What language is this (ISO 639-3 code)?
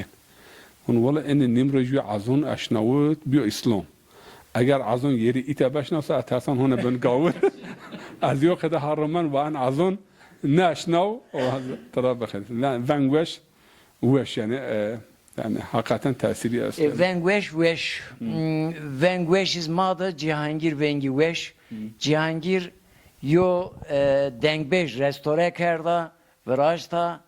zza